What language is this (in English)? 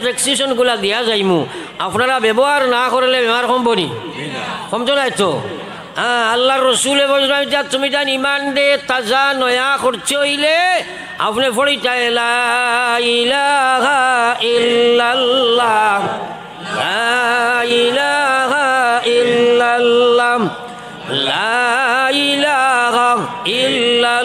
Sylheti